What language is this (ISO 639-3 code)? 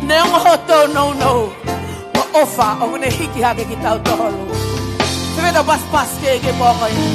ton